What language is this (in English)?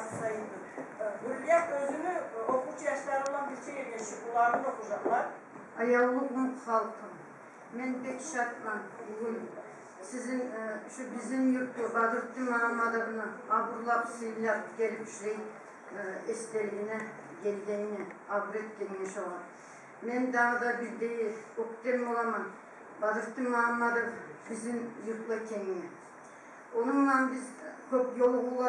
Kumyk